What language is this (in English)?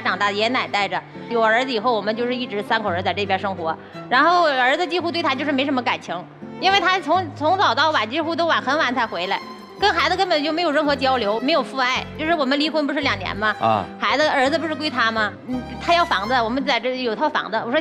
Chinese